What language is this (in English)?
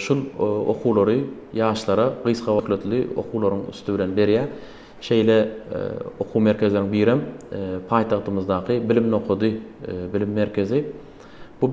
Turkmen